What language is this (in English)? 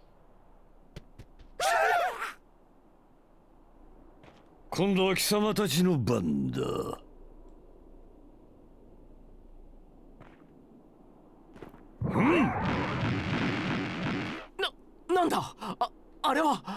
Japanese